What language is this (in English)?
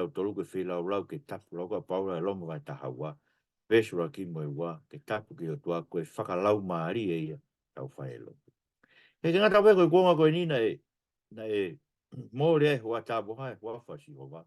Tongan